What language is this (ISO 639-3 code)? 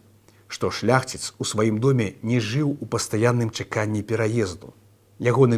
bel